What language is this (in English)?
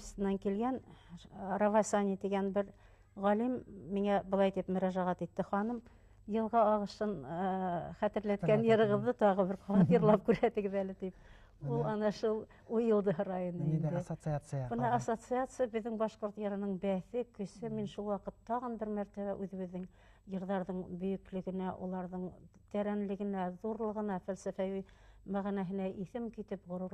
Bashkir